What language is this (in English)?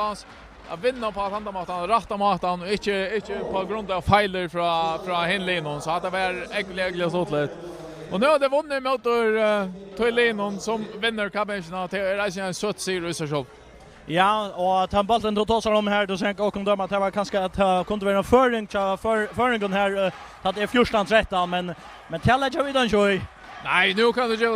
Faroese